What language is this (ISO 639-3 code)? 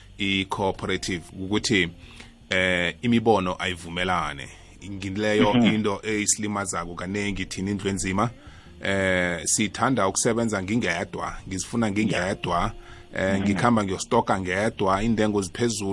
nbl